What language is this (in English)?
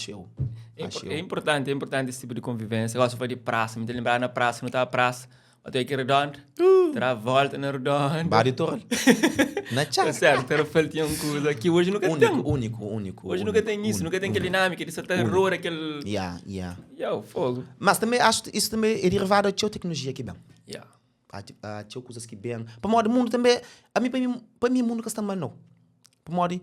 Kabuverdianu